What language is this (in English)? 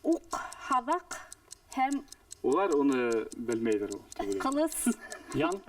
Bashkir